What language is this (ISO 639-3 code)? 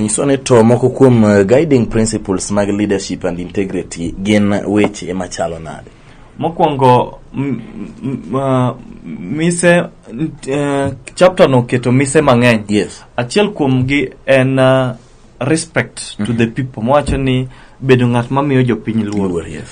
luo